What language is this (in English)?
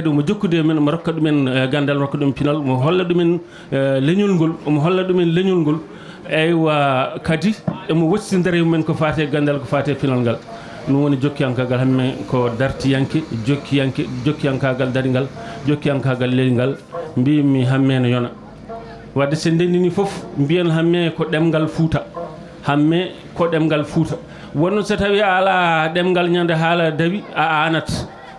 Fula